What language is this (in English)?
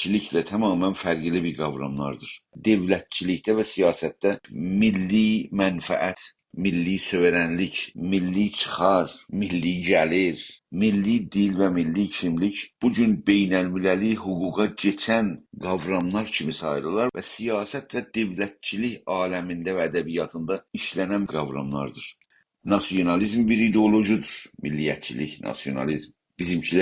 South Azerbaijani